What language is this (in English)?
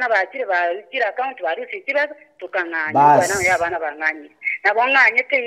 Gusii